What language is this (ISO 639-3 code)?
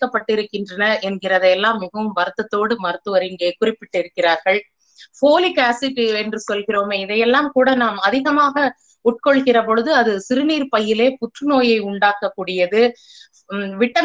tam